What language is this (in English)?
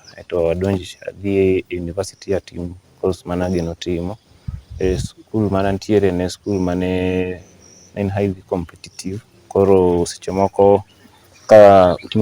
Luo (Kenya and Tanzania)